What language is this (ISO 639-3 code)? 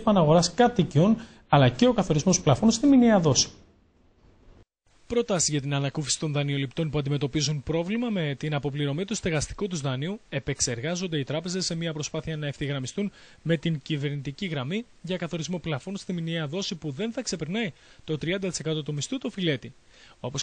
ell